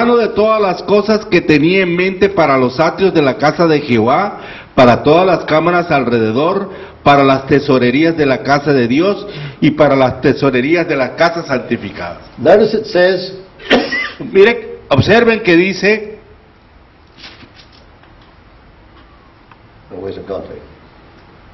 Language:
Spanish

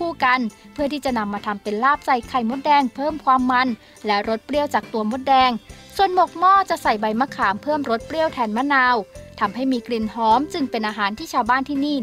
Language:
Thai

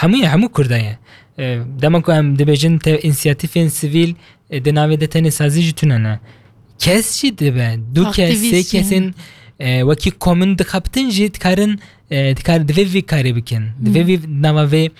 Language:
Kurdish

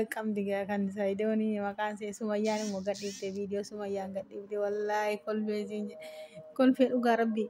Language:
Oromo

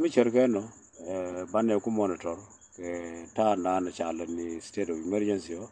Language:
Nuer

